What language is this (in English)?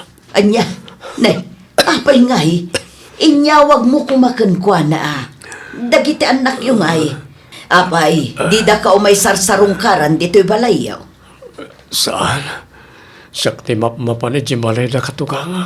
Iloko